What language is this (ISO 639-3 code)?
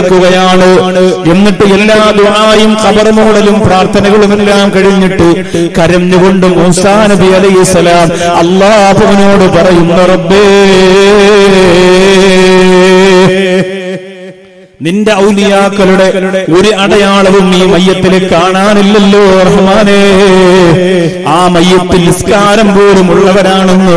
mal